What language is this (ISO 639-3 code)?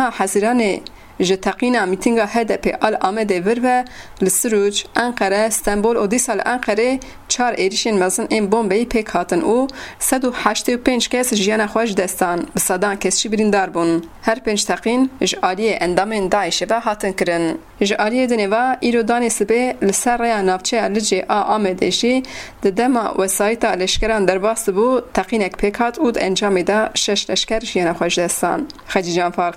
kur